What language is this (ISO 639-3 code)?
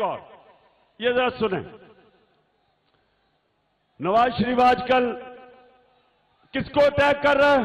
urd